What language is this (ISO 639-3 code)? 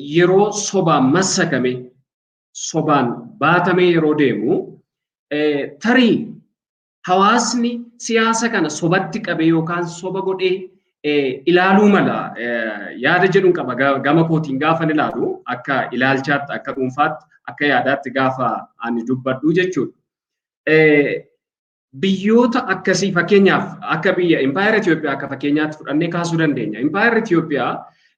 orm